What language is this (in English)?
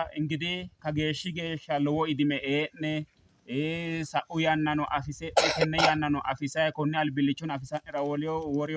Sidamo